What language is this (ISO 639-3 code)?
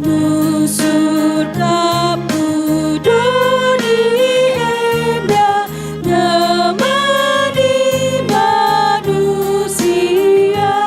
btx